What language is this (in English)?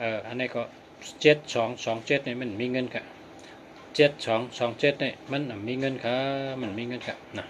Shan